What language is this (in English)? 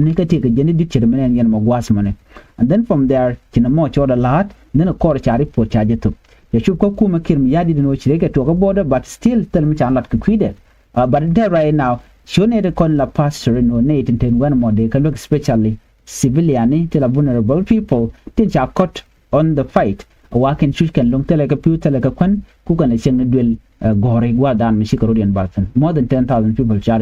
Nuer